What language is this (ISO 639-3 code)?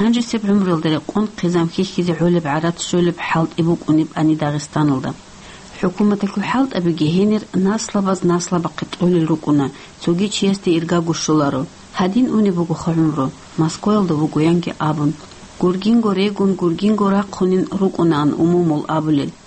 ava